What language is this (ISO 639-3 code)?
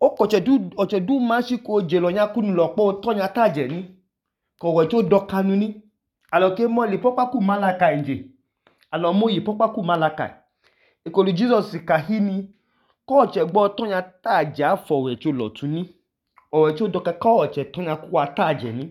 idu